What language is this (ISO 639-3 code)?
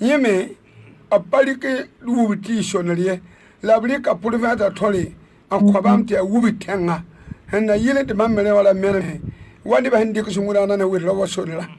mos